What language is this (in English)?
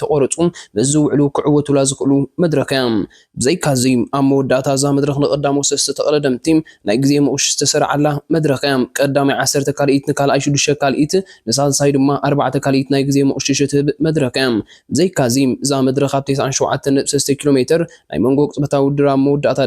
Tigrinya